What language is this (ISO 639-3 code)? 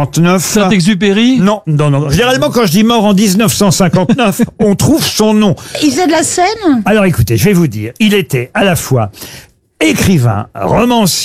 fra